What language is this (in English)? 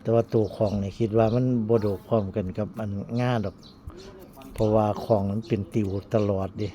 Northeastern Thai